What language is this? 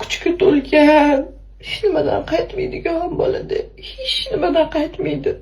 Uzbek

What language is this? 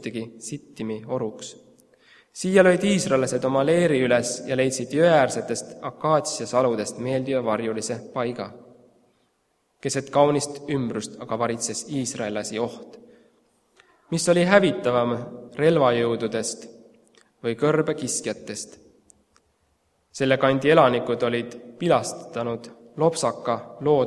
Estonian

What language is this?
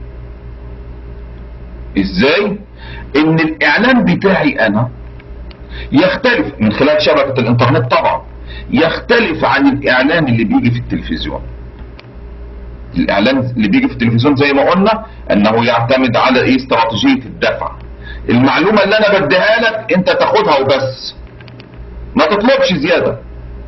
Egyptian Arabic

